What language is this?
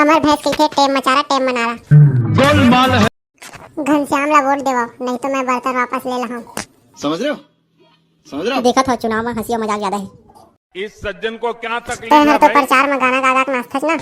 Chhattisgarhi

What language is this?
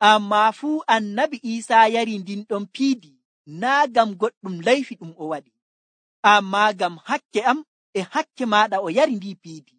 Nigerian Fulfulde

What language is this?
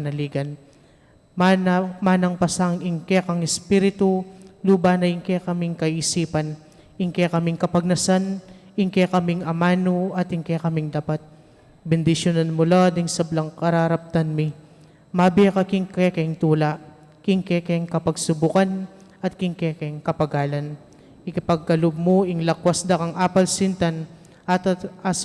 Pampanga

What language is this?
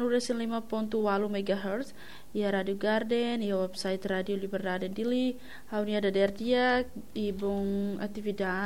Tetum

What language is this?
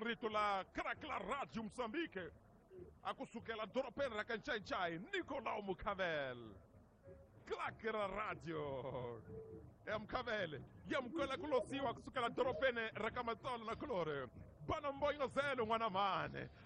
Tsonga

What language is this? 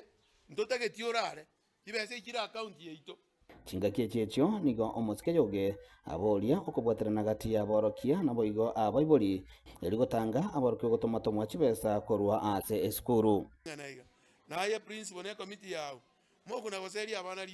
Gusii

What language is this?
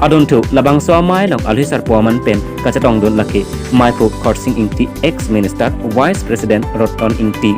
Karbi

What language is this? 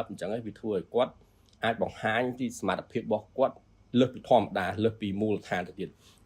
Khmer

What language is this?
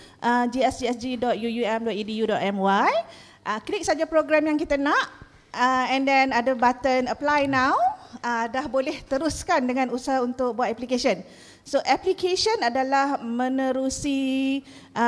Malay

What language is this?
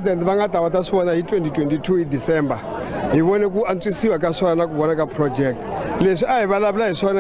Tsonga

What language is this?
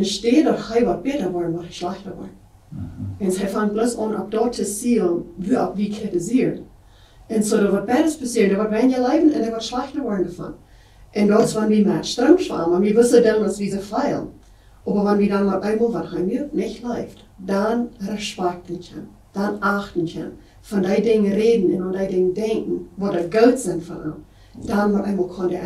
Plautdietsch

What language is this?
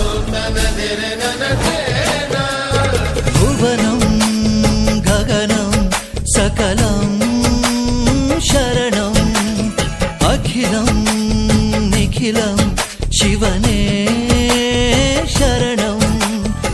Kannada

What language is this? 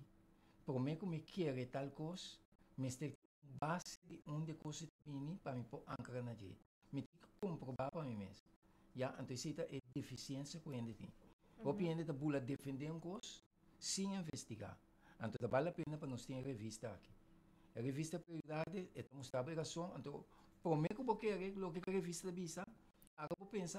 Papiamento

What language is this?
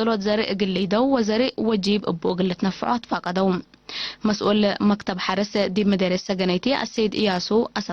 Tigre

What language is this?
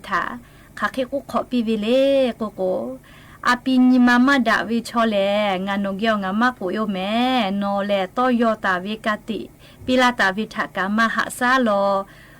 Lahu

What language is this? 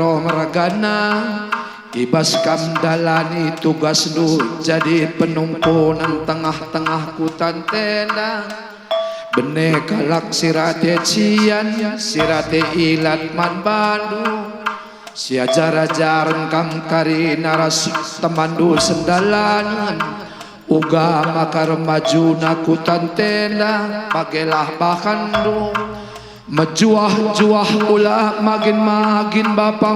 Batak Karo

